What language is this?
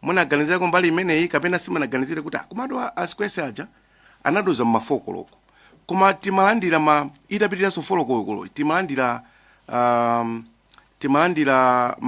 Nyanja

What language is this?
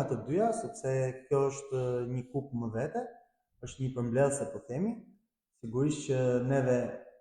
Albanian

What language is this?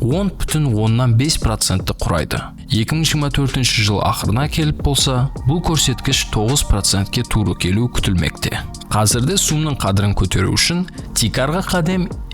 Kara-Kalpak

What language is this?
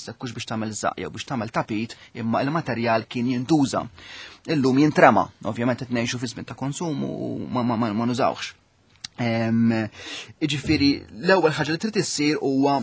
Maltese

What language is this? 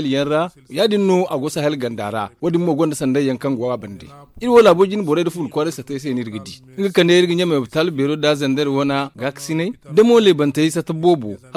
Zarma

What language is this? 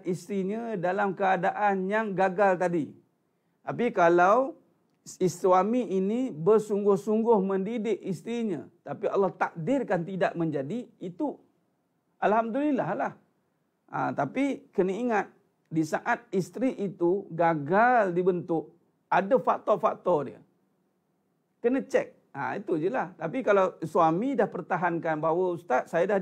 Malay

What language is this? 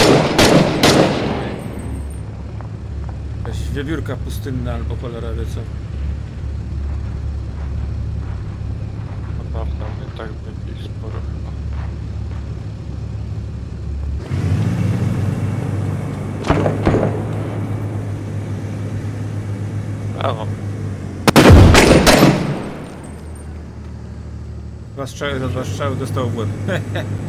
Polish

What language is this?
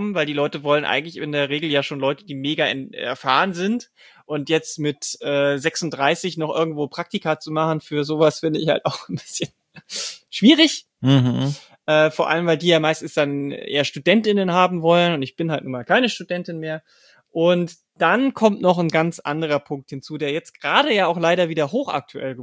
German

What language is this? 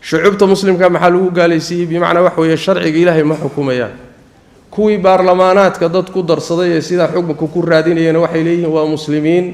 Somali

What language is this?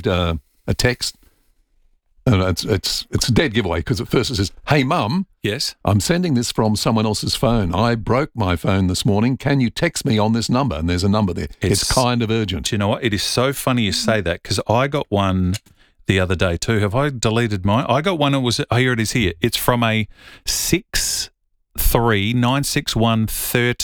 English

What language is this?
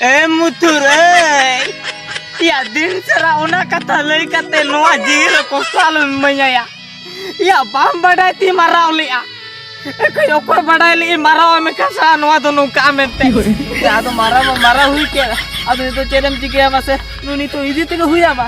Santali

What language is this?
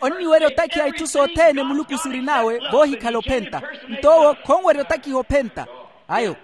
Makhuwa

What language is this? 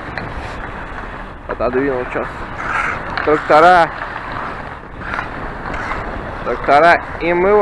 Russian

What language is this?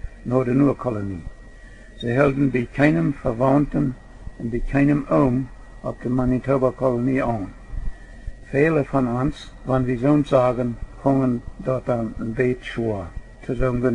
Plautdietsch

